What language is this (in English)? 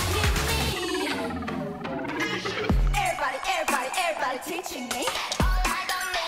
Korean